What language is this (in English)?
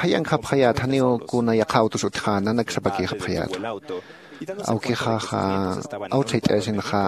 Aymara